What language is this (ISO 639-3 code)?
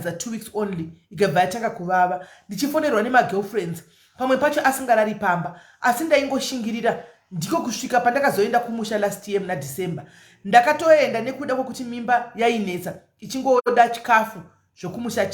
sna